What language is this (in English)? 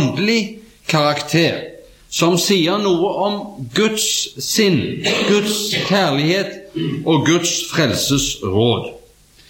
Norwegian